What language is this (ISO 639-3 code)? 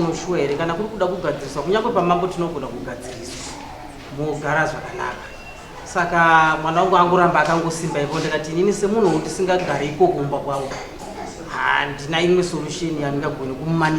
sna